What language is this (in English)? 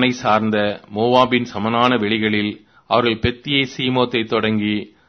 Tamil